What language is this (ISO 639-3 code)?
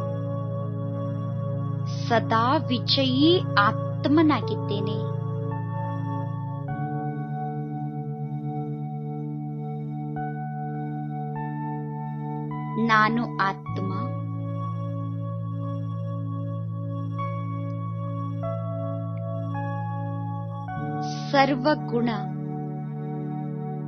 kan